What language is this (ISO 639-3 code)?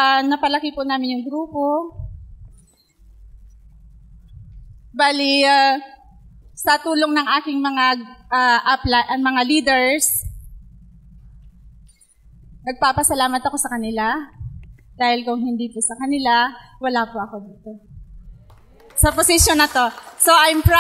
fil